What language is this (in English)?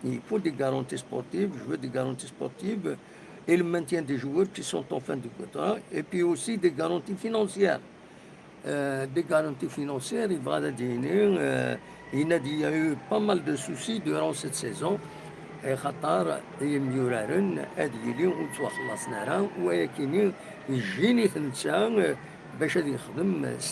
Kabyle